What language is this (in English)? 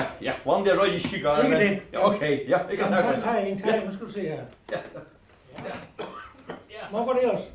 Faroese